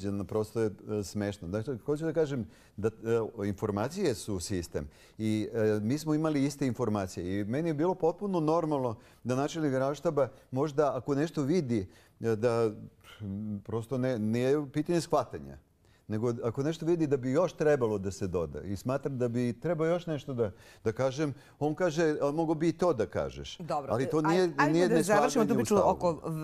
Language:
Serbian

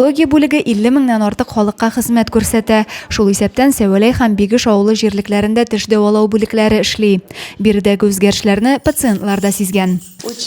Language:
Tatar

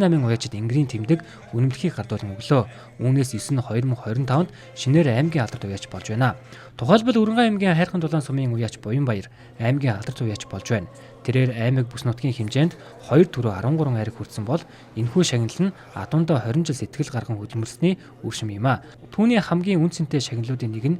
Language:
Mongolian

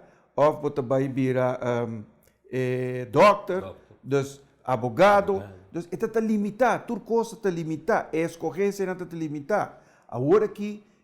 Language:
Papiamento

